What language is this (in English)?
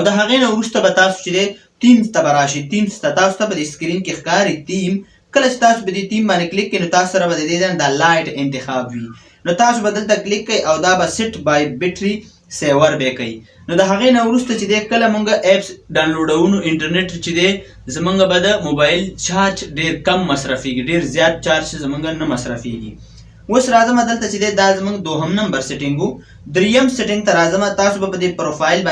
Pashto